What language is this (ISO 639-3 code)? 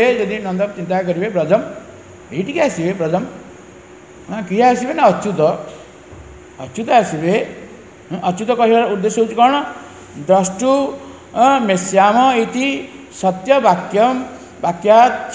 ori